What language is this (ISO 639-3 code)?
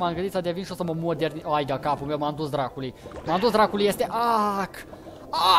ron